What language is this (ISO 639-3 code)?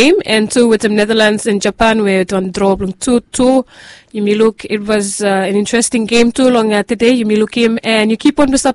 bis